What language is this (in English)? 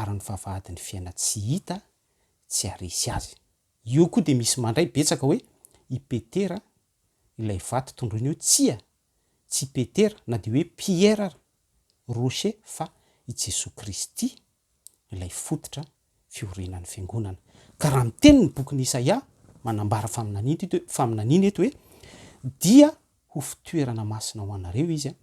Malagasy